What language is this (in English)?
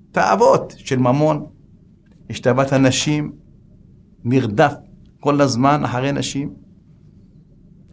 Hebrew